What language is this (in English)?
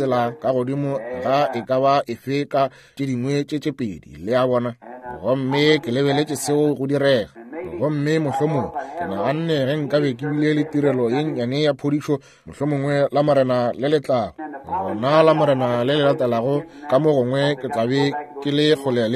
Northern Sotho